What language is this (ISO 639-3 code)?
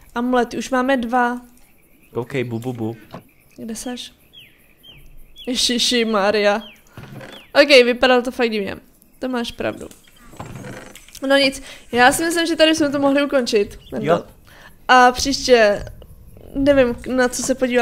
ces